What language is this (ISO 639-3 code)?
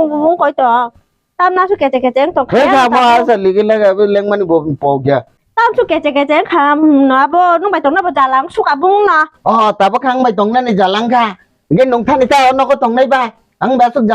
trp